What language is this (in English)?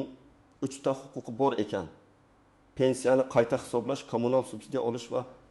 Uzbek